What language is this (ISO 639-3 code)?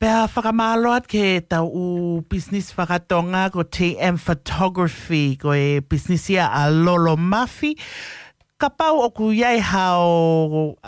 ton